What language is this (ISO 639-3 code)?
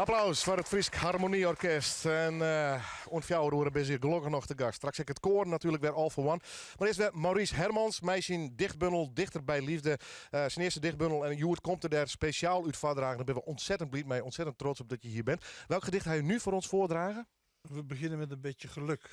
fry